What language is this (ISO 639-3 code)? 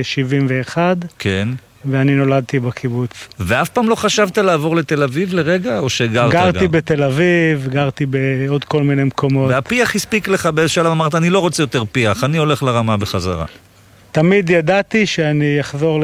heb